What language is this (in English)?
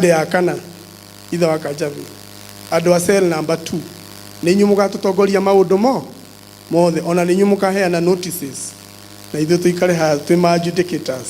Kikuyu